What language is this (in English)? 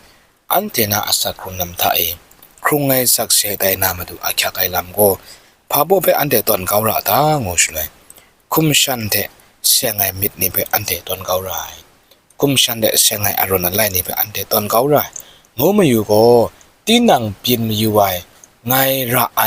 Kachin